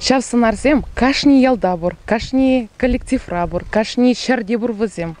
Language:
Chuvash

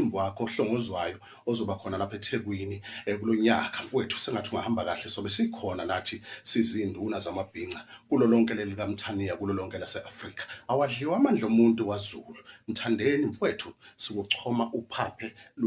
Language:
Zulu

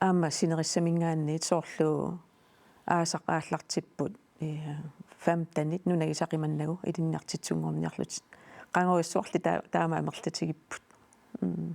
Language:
Kalaallisut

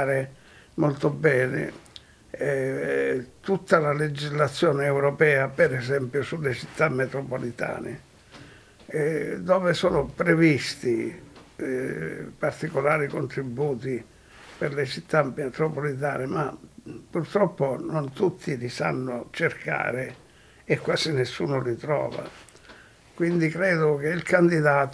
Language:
Italian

